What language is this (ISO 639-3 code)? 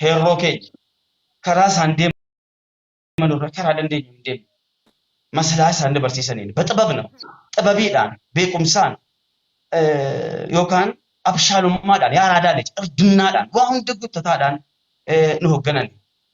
orm